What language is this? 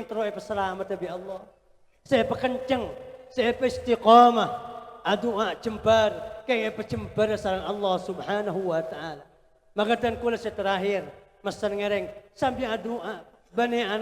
Madurese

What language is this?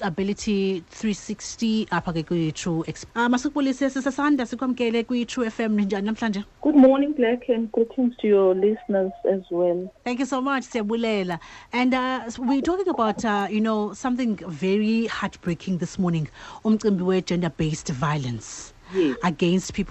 Xhosa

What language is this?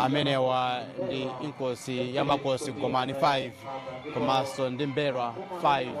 Nyanja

